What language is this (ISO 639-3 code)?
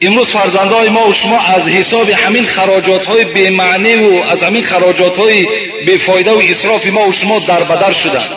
tgk